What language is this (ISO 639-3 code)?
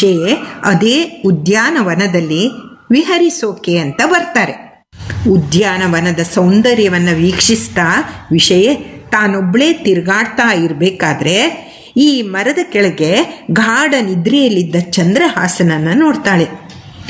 kan